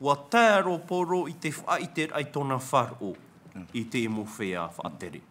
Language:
Tahitian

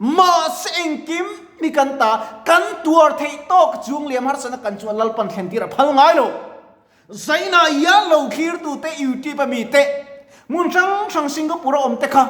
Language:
Mizo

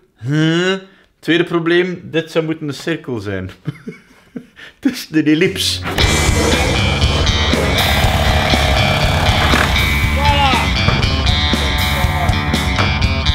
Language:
Dutch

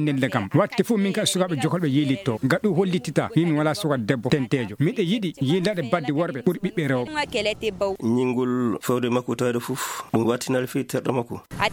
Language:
Fula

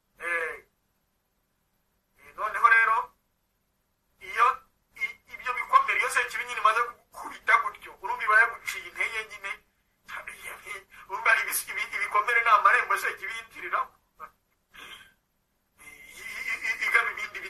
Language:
Kinyarwanda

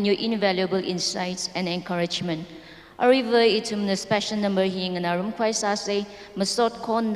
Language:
Tangkhul Naga (India)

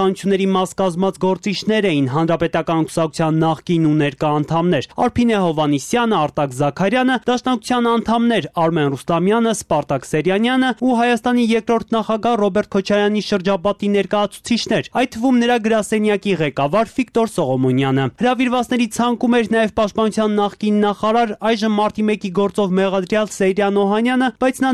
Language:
Armenian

